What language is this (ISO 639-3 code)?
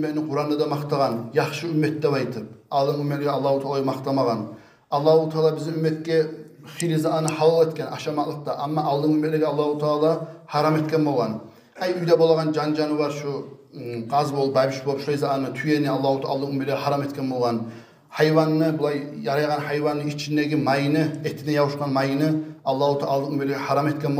kum